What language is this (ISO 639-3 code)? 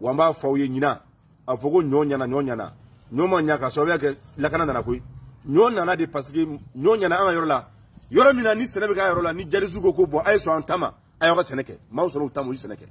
bam